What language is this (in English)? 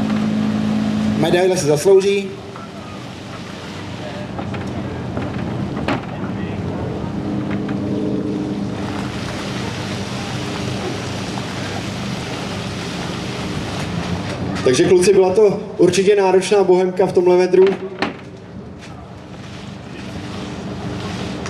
Czech